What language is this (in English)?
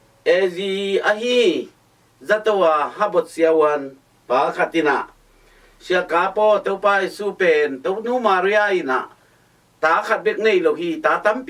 Tedim Chin